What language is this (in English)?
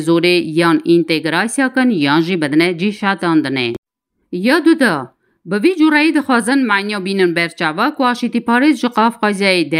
Kurdish